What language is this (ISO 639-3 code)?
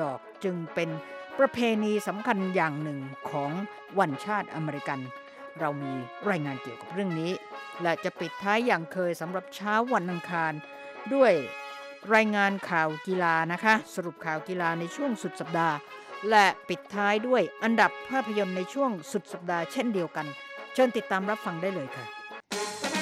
tha